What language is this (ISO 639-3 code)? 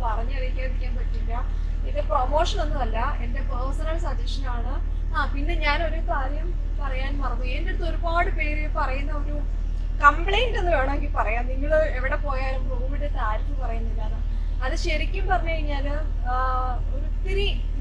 mal